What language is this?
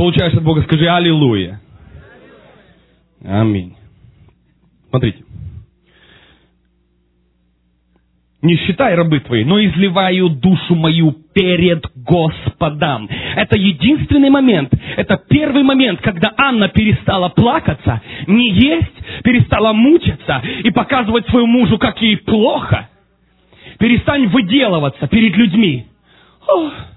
Russian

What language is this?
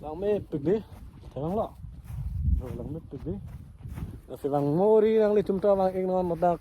Karbi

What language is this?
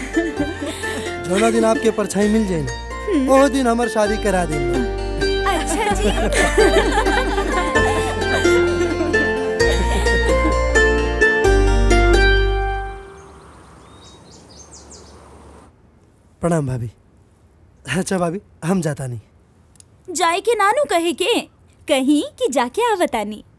Bhojpuri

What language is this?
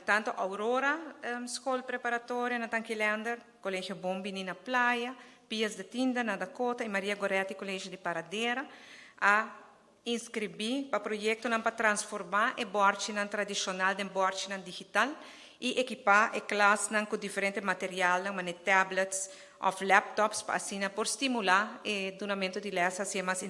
Papiamento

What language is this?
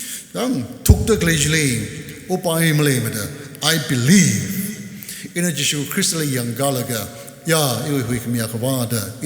Tangkhul Naga (India)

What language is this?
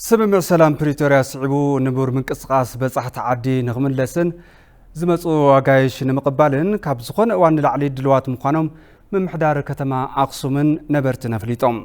Tigrinya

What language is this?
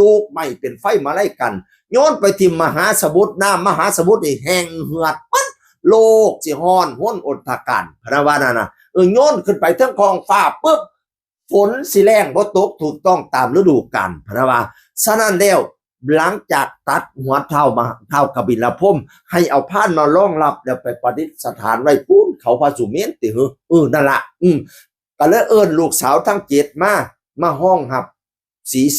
Northeastern Thai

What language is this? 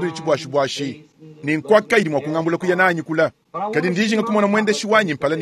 Luba-Lulua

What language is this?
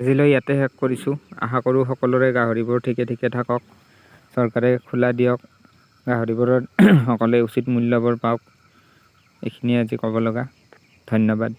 Assamese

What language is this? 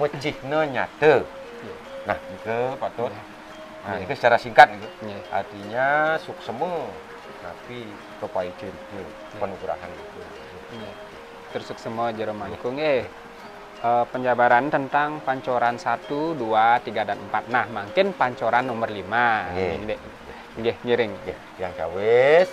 Balinese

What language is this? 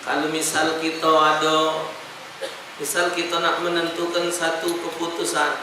Musi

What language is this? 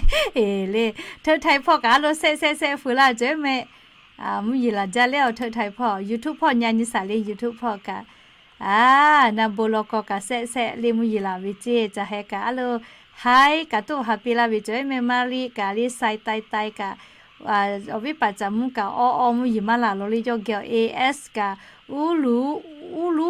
Lahu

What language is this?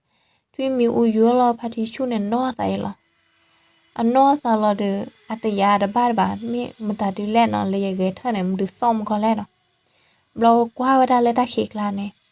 S'gaw Karen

